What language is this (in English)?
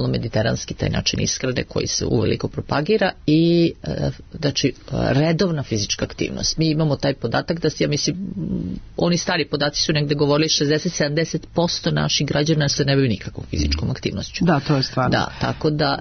Serbian